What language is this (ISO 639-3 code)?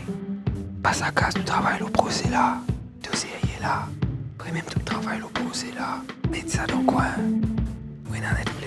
mfe